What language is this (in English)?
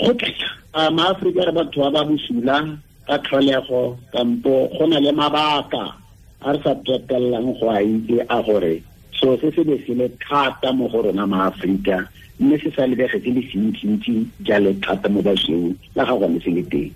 Tswana